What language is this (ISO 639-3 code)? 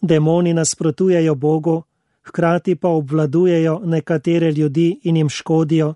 slv